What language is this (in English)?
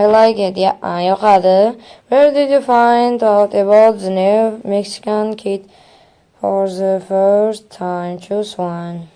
Uzbek